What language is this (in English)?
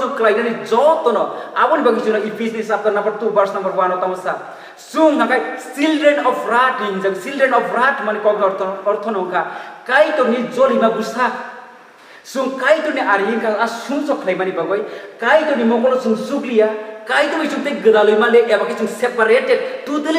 Kok Borok